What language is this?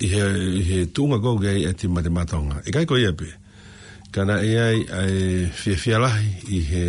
Tongan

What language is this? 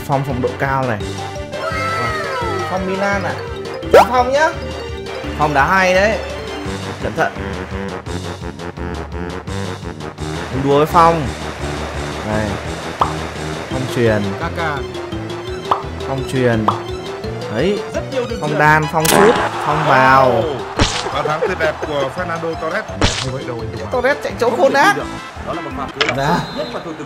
Vietnamese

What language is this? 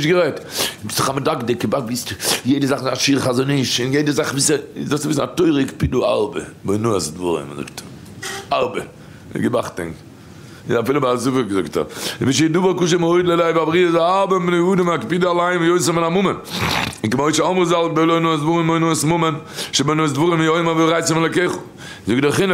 Yiddish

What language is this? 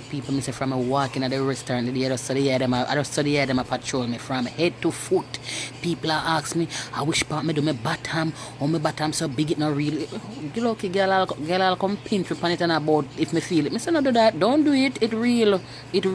Jamaican Creole English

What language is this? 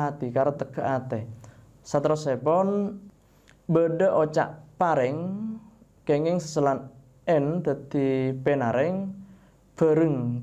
Madurese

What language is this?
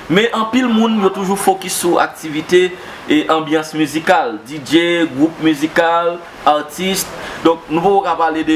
Haitian Creole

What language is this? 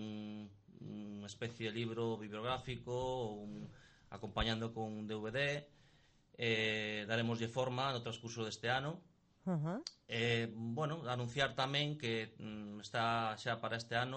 Galician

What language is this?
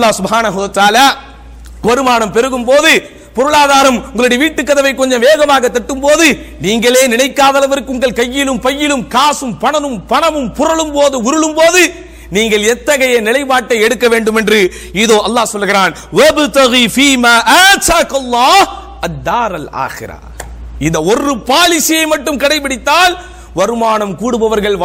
Tamil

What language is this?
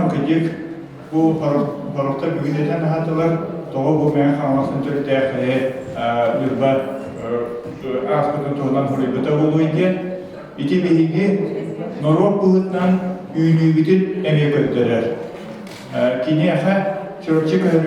Yakut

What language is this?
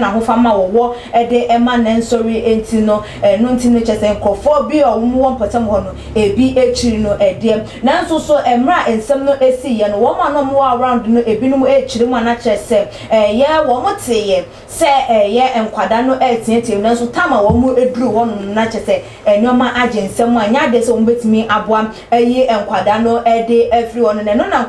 Akan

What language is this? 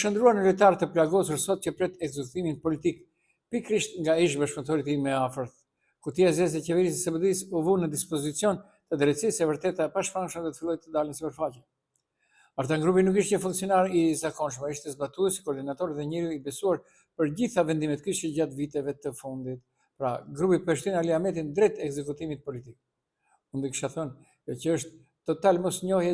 Albanian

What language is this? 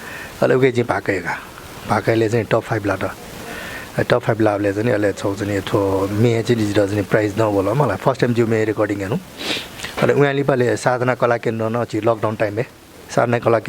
Newari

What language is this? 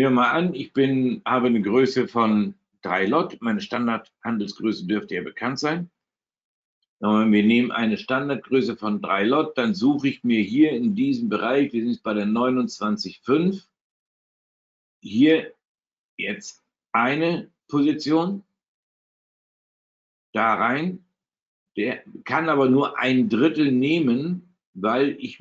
German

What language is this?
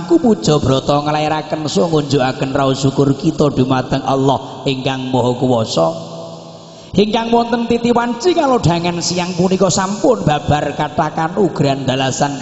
Javanese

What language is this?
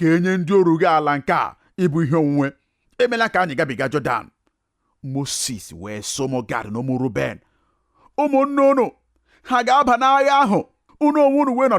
Igbo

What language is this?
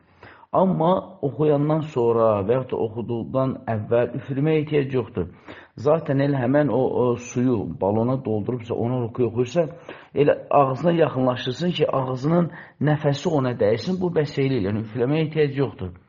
Azerbaijani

